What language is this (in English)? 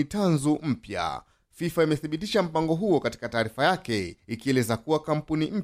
Swahili